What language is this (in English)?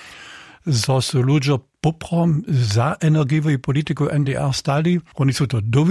Upper Sorbian